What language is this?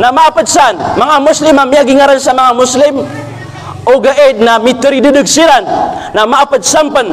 Maranao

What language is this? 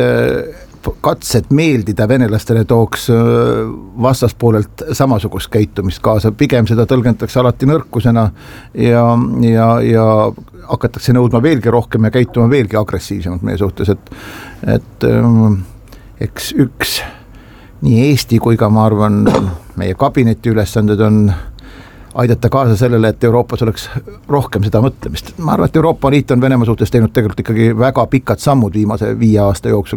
Estonian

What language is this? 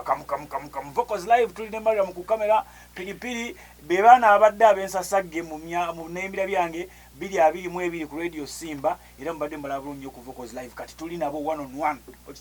Ganda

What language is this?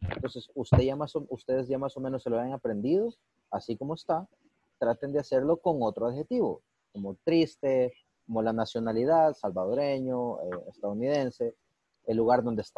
Spanish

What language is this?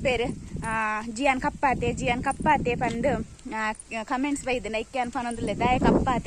Tulu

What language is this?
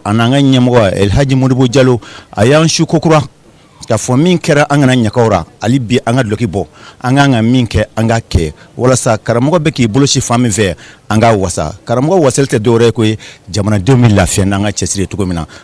Bambara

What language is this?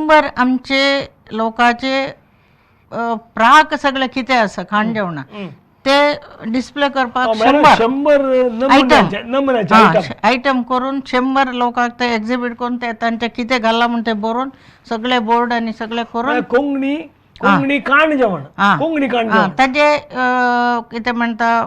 Konkani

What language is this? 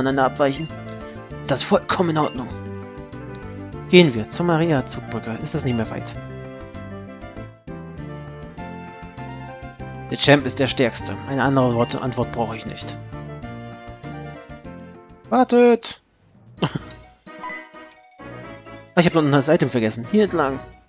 German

